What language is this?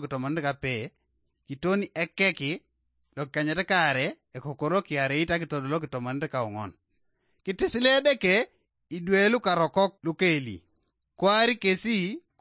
Teso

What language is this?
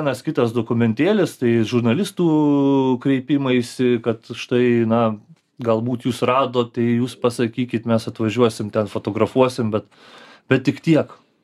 Lithuanian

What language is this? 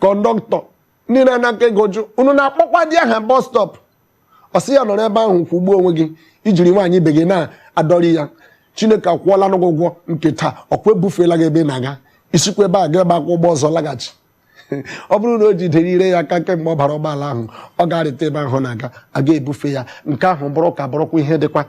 Igbo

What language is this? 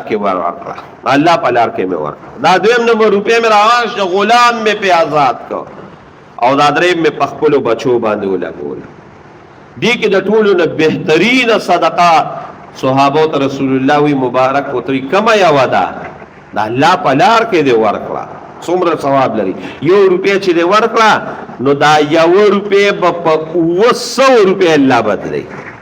Pashto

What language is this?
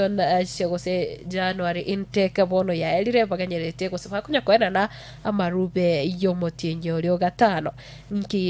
Gusii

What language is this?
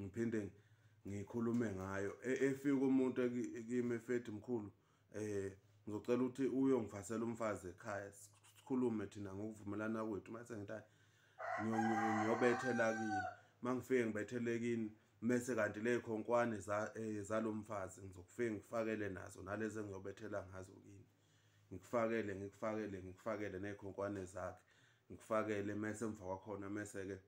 Zulu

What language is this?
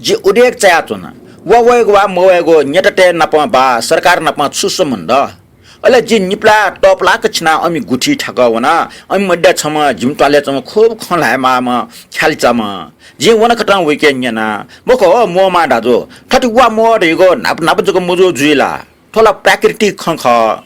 Newari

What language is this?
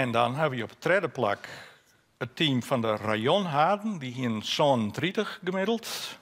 Western Frisian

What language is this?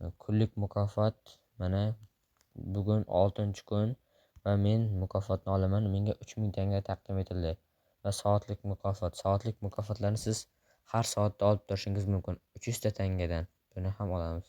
Uzbek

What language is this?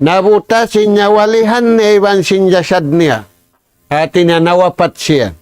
Tausug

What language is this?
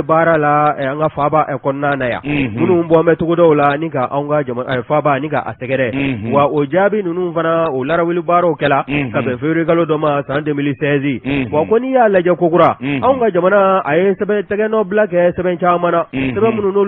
Bambara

